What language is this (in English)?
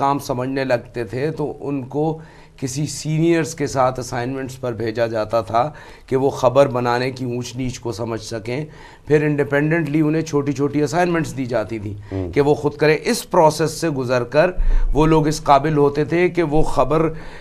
Urdu